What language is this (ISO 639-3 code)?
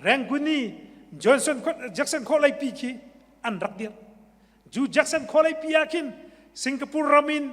cnh